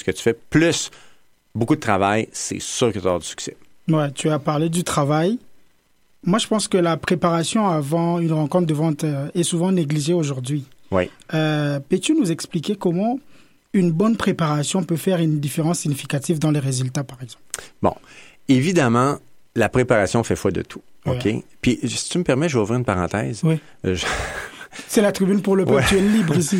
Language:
French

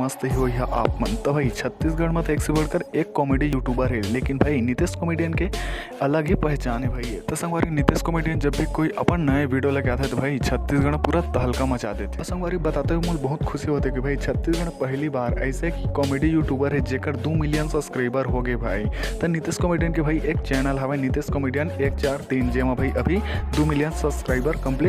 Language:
Chhattisgarhi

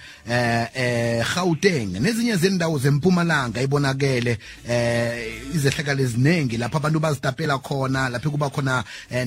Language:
South Ndebele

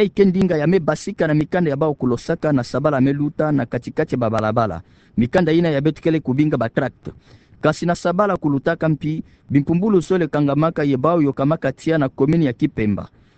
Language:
Kituba (Democratic Republic of Congo)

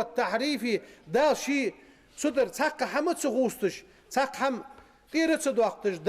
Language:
Ingush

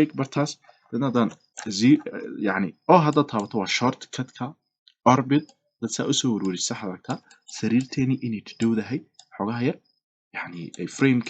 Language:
Somali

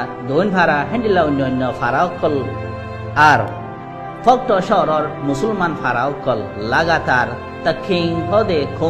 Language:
Rohingya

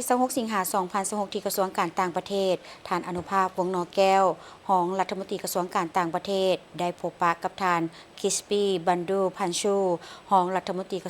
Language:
Lao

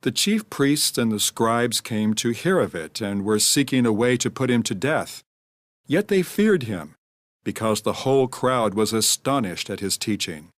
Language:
English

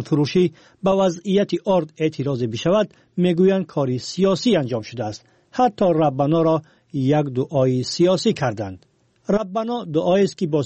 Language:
Tajik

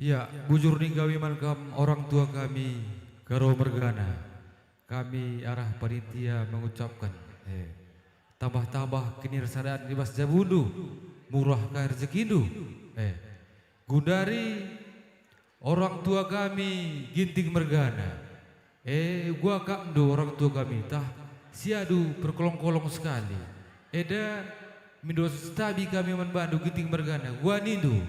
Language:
Batak Karo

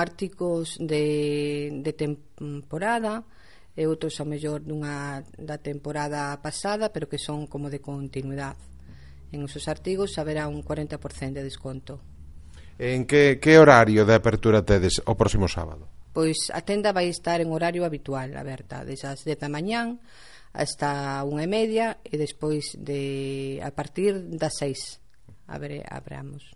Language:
Galician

